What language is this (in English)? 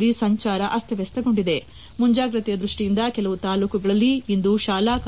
Kannada